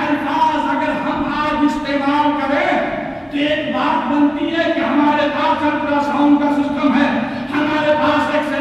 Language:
Urdu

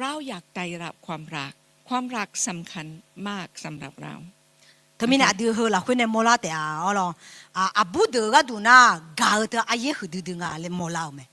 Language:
Akha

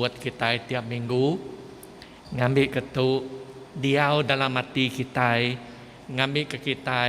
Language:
Iban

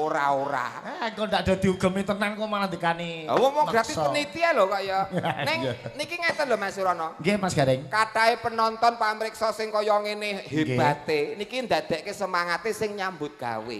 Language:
Javanese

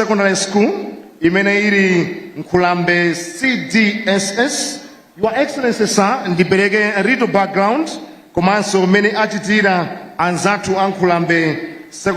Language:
Nyanja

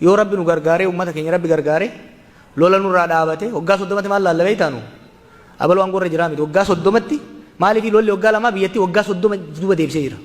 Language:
Oromo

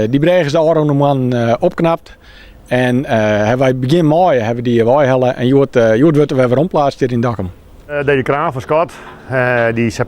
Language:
Western Frisian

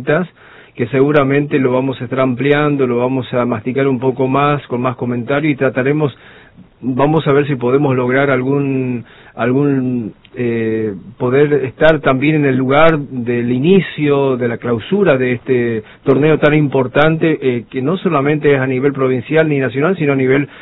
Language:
Spanish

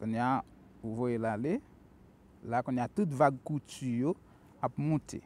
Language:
Haitian Creole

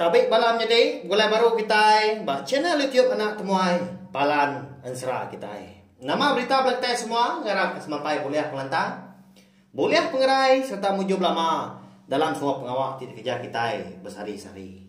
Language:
Iban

